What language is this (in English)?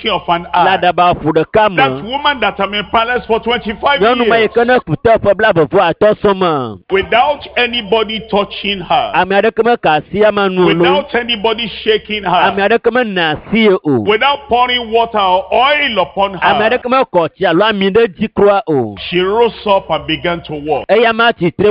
Ewe